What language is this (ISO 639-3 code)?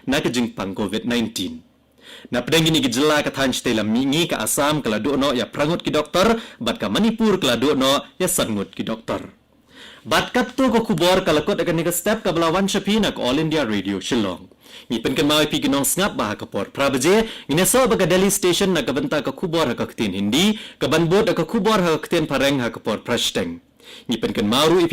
kha